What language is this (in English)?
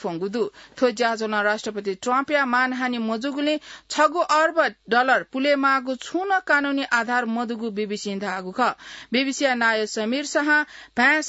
Newari